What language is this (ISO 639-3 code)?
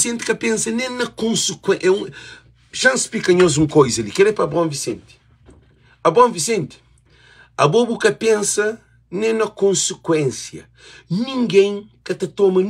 kea